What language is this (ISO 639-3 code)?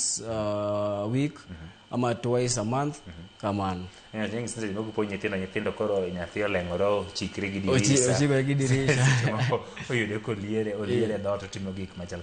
luo